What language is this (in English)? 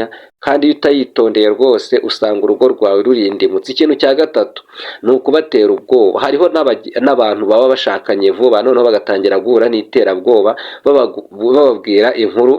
Kinyarwanda